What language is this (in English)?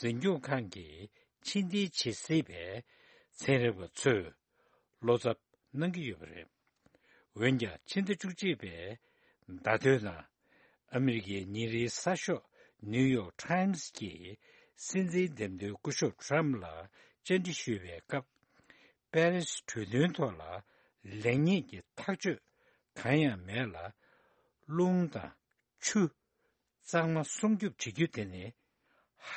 Tibetan